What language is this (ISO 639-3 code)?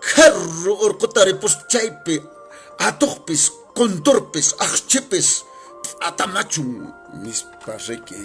que